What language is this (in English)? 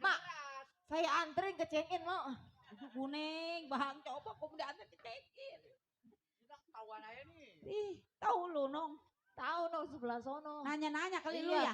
Betawi